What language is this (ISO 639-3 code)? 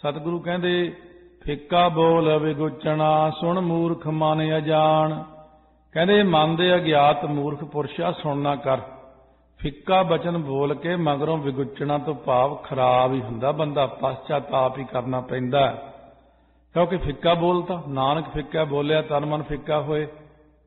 pan